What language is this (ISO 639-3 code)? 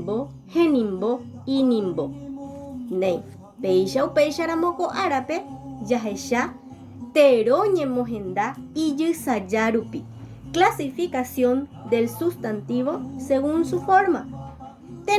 grn